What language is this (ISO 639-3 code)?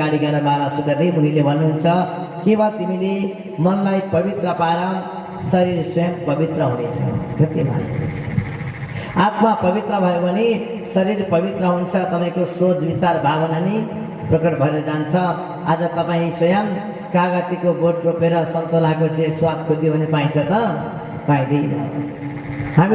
nep